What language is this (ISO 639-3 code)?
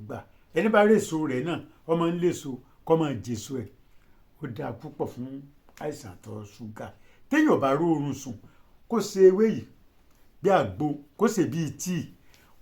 yor